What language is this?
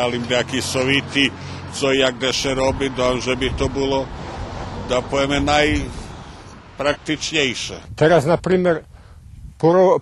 Rusyn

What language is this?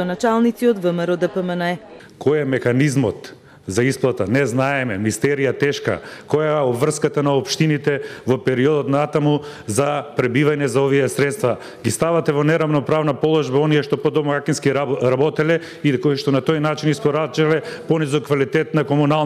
Macedonian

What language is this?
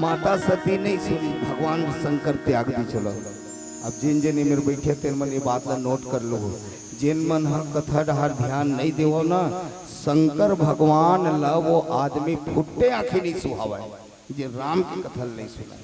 Chhattisgarhi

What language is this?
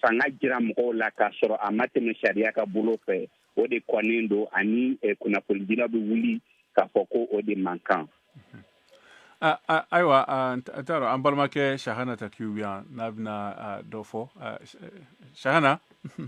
Bambara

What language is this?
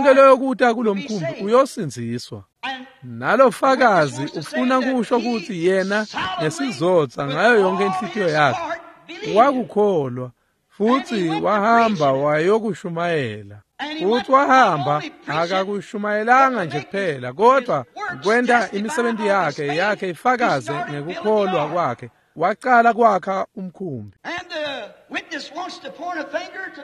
Swati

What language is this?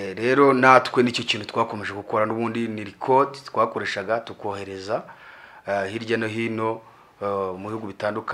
Kinyarwanda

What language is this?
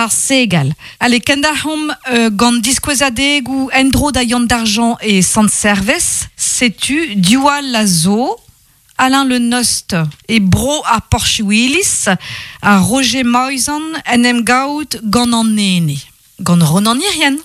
Breton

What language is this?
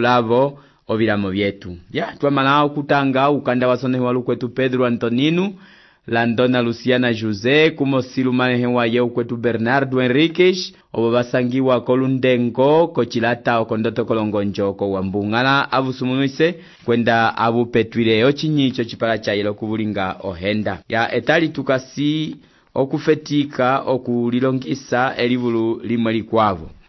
Umbundu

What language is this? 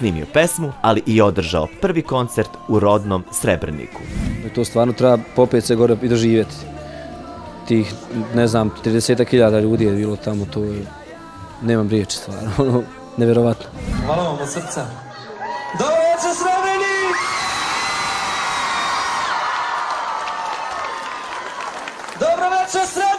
Serbian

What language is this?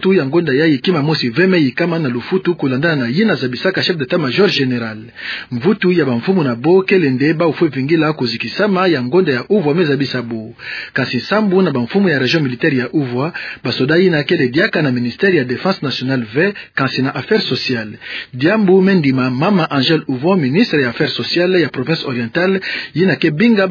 Kituba (Democratic Republic of Congo)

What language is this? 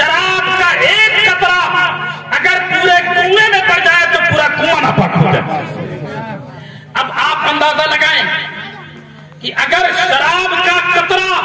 Urdu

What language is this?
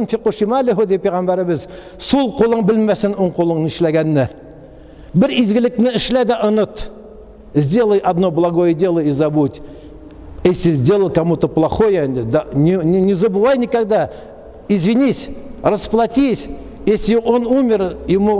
Tatar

